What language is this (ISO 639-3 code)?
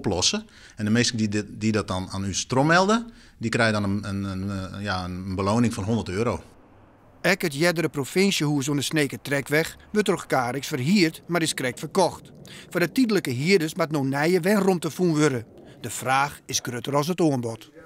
fry